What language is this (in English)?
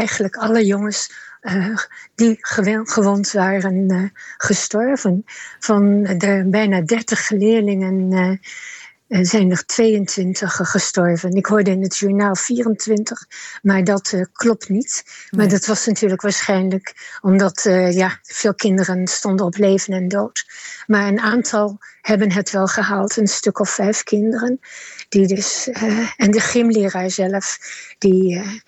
Dutch